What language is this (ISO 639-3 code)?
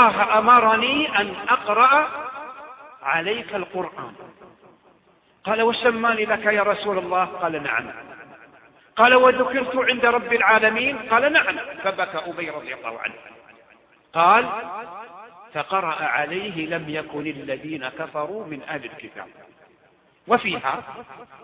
ara